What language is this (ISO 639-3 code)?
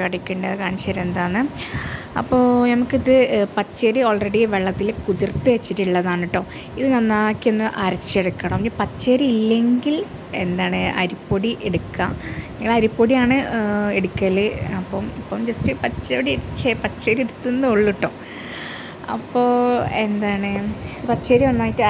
mal